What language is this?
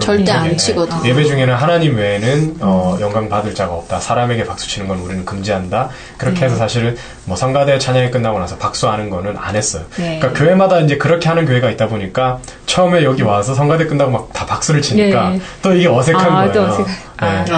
Korean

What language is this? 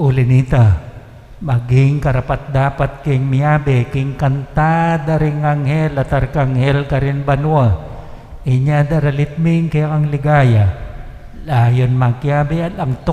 Pampanga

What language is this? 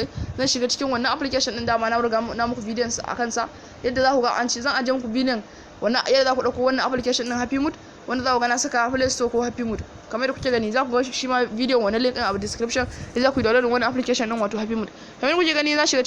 Hausa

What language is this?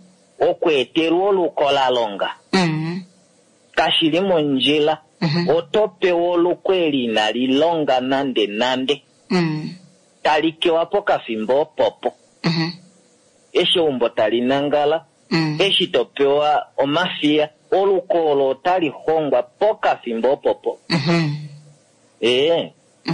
Kuanyama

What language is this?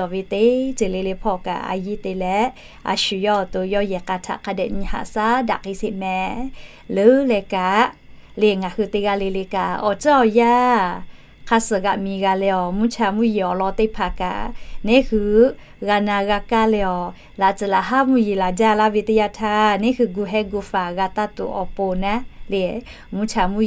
Lahu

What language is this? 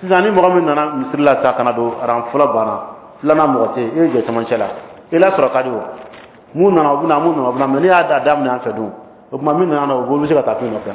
Dyula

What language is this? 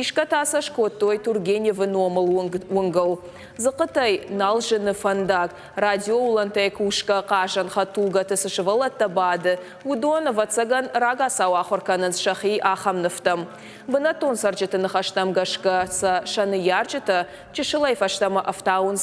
Ossetic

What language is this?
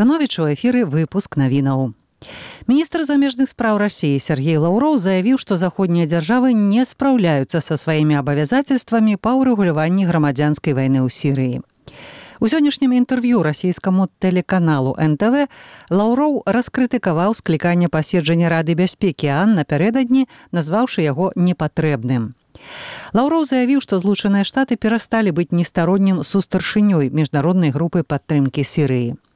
Belarusian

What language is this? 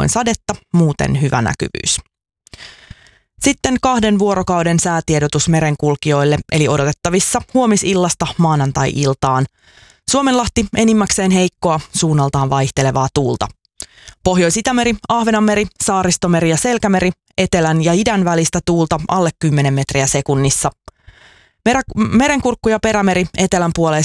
Finnish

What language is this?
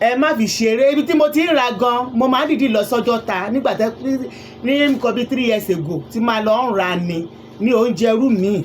Yoruba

